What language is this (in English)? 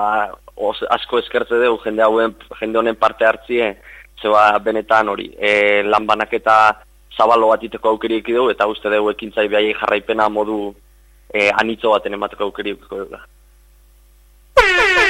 Basque